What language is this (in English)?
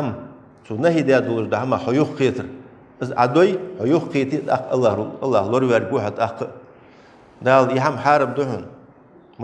Ingush